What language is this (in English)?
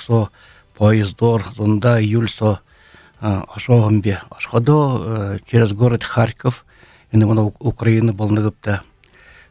Buriat